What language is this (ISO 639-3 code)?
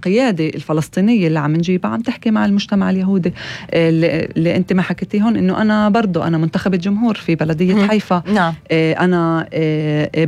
apc